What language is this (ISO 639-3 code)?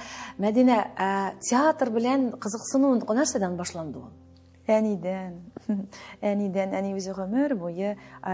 tat